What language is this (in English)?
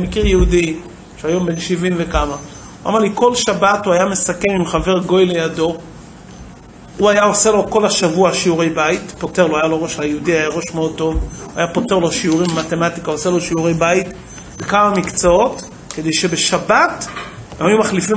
Hebrew